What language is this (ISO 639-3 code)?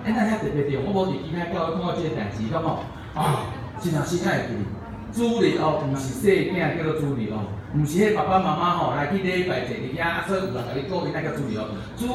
nan